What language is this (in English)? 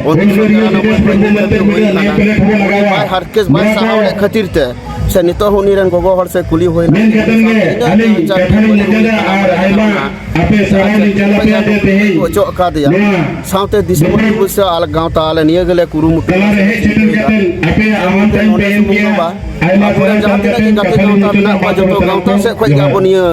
Santali